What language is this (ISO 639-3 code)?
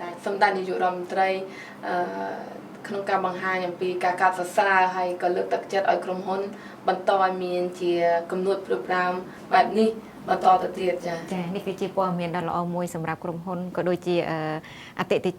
khm